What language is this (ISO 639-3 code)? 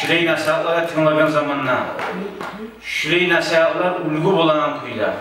kum